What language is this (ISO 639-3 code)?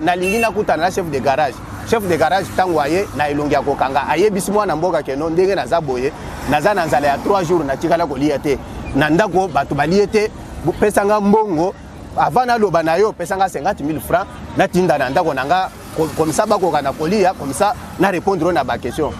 lin